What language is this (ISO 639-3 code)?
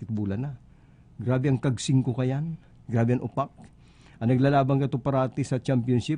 bik